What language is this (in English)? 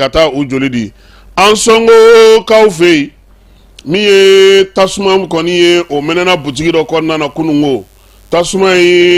Bambara